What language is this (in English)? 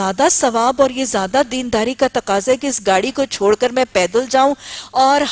Urdu